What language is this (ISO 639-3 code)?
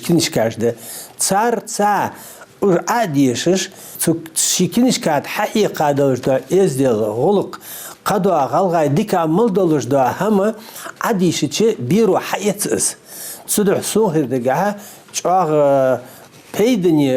inh